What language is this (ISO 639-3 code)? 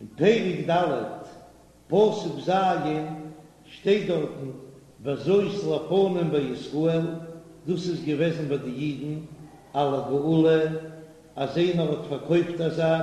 yid